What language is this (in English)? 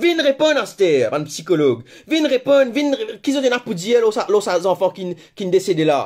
Morisyen